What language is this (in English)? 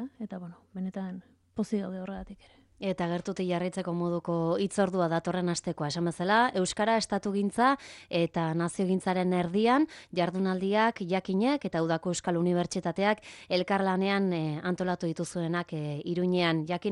Basque